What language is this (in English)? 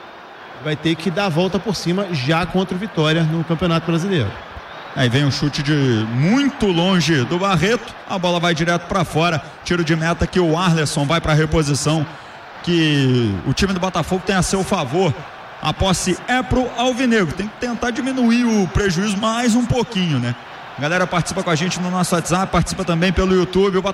Portuguese